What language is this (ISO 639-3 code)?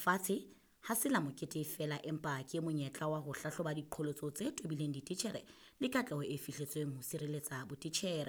sot